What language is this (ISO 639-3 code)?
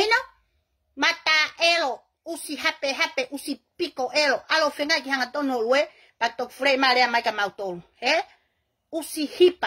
ton